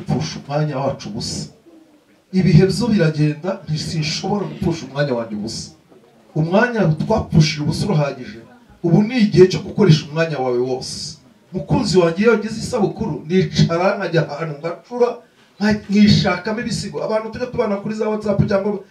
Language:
Kinyarwanda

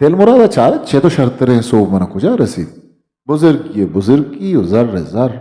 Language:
Eastern Balochi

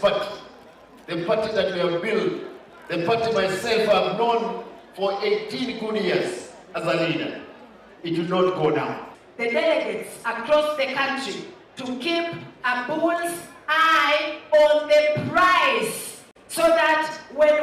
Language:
Gusii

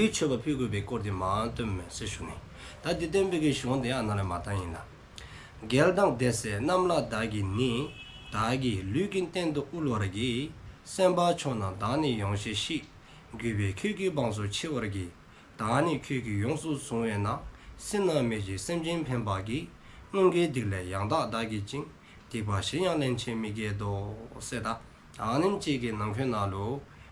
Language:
Dzongkha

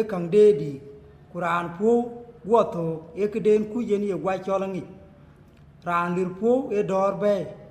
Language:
Dinka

